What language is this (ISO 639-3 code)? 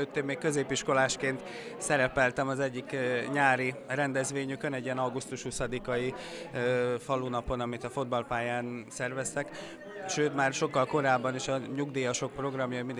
hun